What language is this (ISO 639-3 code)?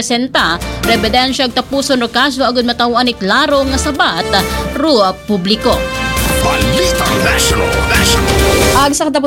akl